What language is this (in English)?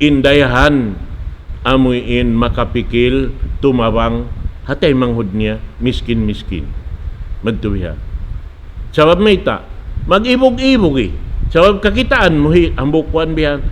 Tausug